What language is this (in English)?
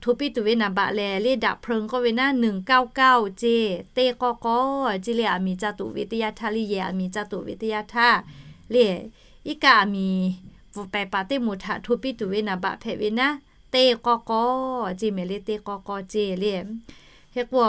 Lahu